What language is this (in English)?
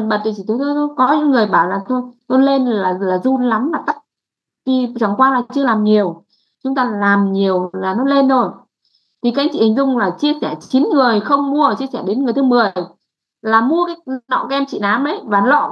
Vietnamese